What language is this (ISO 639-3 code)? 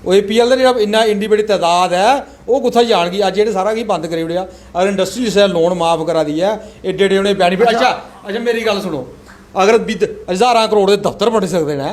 doi